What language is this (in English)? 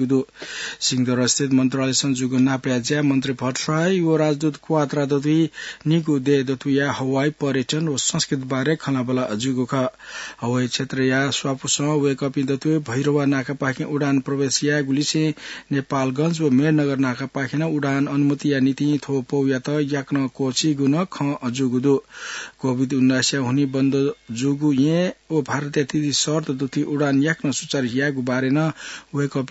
Newari